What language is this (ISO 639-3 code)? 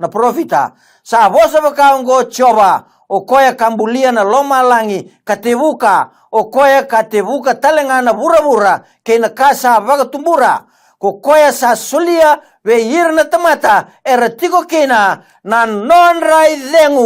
fij